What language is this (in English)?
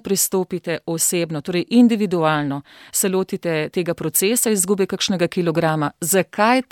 Slovenian